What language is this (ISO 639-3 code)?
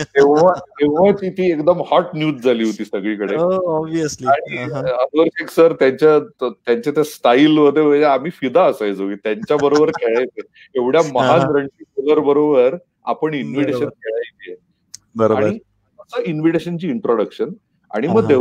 mar